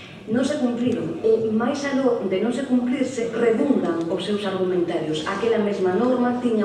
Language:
Galician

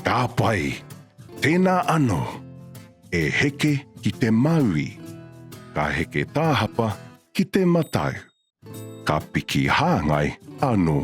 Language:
Māori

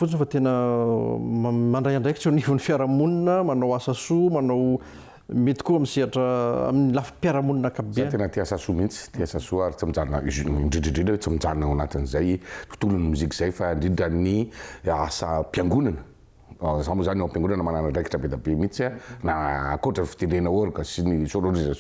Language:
Malagasy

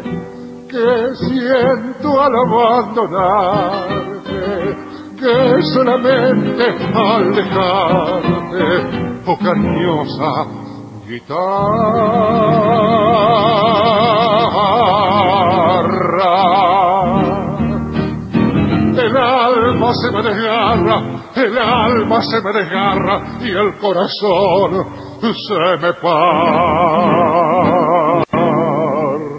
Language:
Spanish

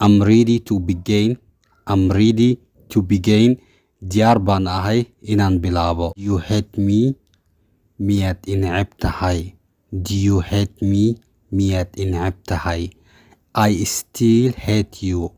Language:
Somali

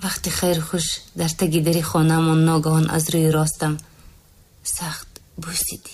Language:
Tajik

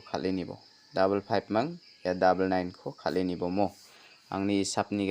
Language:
Garo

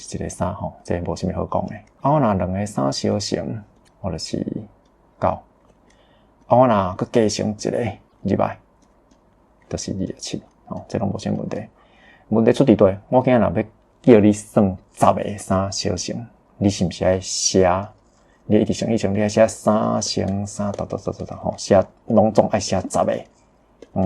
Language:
Min Nan Chinese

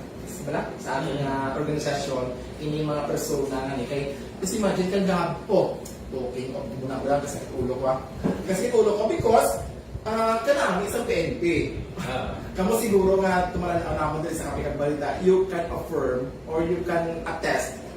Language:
Hiligaynon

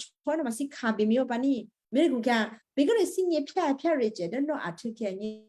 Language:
Western Kayah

